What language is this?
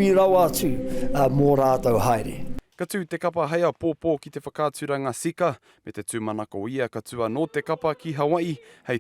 Māori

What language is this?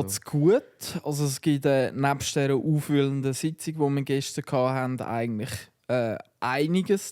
Swiss German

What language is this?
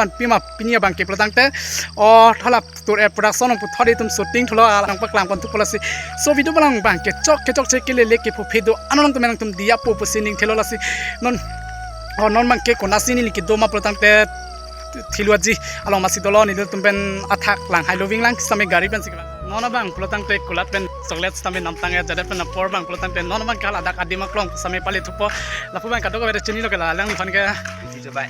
Karbi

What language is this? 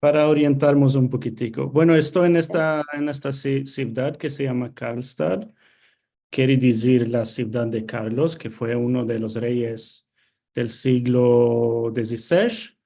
Ladino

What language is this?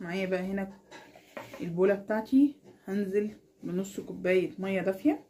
Egyptian Arabic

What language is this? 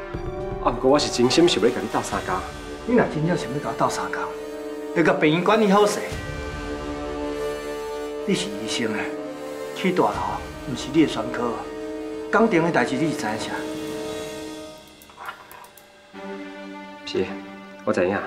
Min Nan Chinese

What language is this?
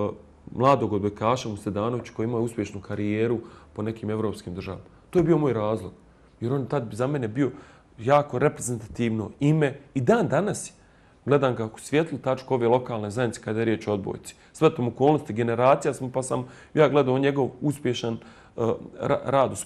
Bosnian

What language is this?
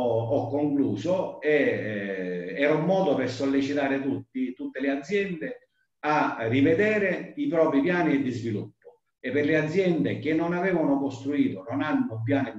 Italian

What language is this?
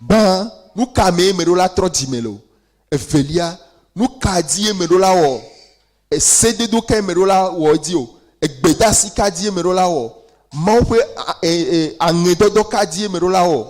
Ewe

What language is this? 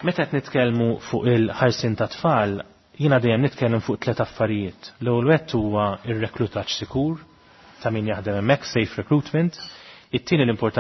Maltese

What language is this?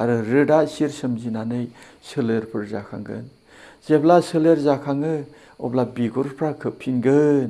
Bodo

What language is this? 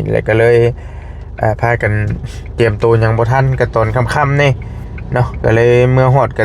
Northeastern Thai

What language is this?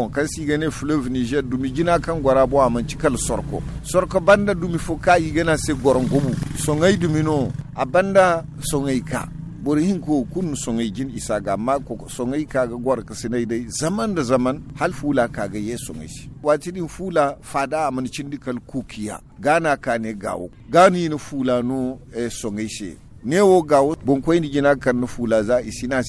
Zarma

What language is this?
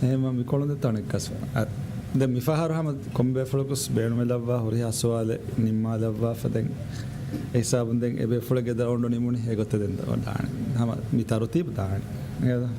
Divehi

